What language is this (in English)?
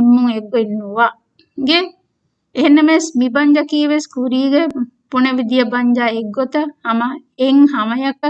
Divehi